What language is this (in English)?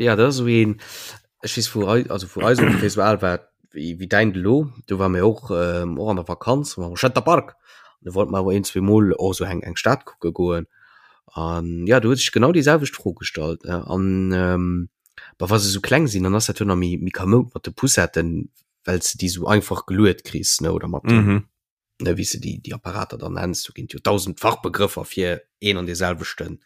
Luxembourgish